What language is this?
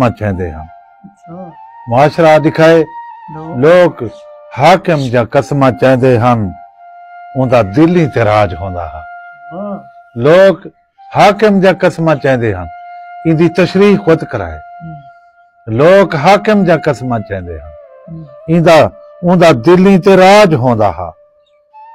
Saraiki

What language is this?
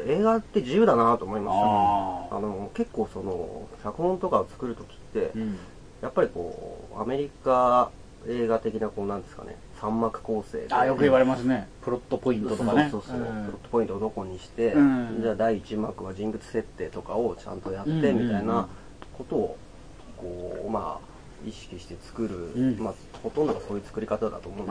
Japanese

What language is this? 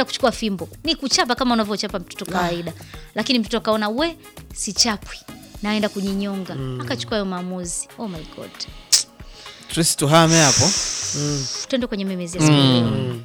Swahili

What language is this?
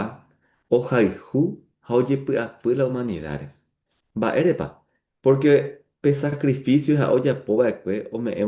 Guarani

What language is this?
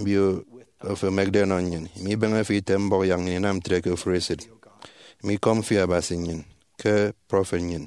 Efik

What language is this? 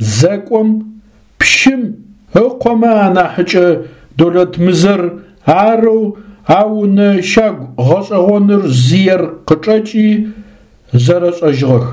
Adyghe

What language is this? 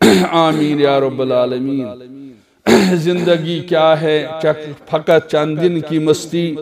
Kashmiri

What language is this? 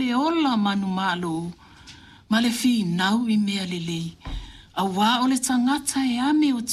Samoan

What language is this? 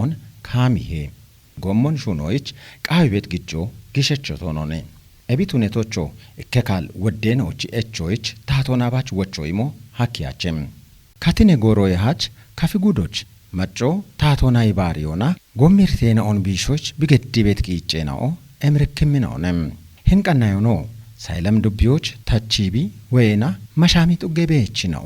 Kafa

